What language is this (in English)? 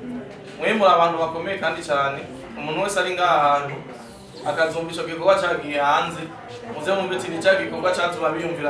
Rundi